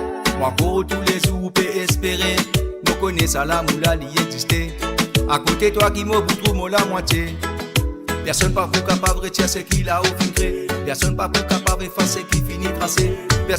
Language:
Morisyen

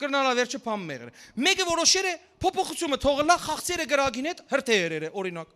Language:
Western Armenian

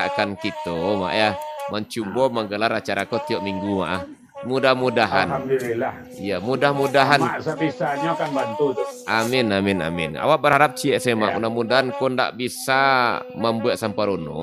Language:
Minangkabau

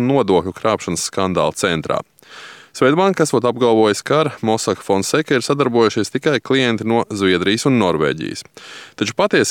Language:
Latvian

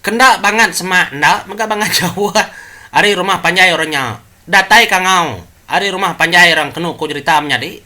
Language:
Iban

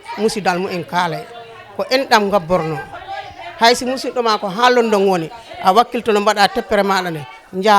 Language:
Fula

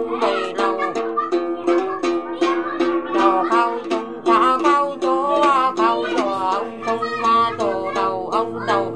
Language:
Vietnamese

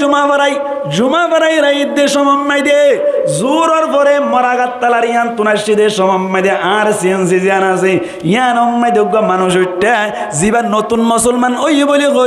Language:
Rohingya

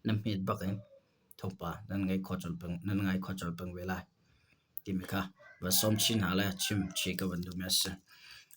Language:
Hakha Chin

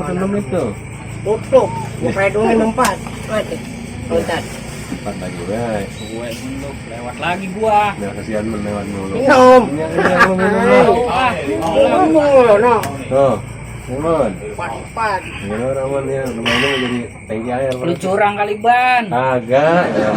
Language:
Betawi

